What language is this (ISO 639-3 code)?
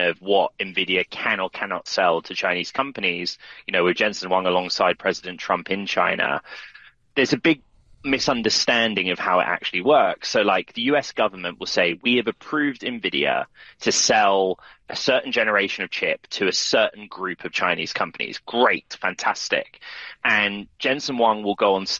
eng